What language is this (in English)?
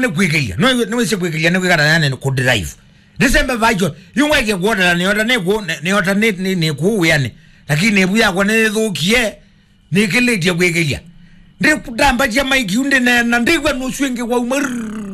Kamba